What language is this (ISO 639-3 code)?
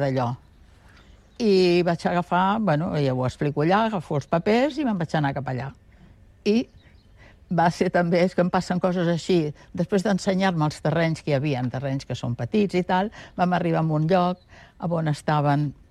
cat